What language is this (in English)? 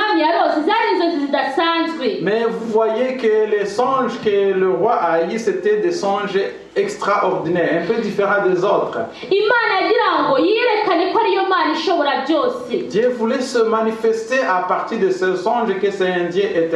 Kinyarwanda